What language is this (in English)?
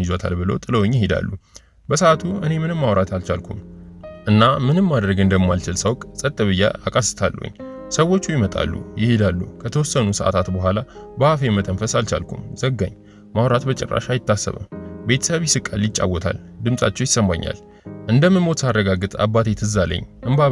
Amharic